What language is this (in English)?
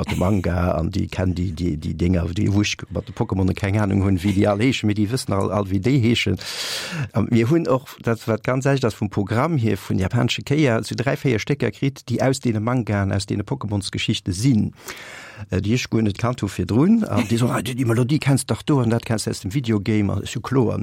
Luxembourgish